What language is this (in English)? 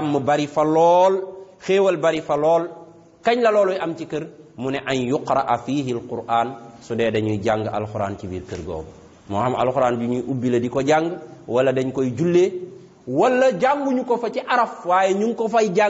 Wolof